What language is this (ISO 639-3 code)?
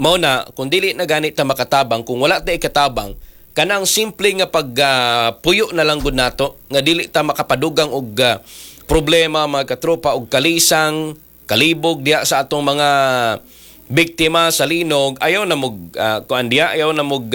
ceb